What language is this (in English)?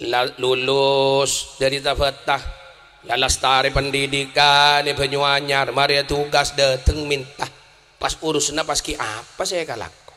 Madurese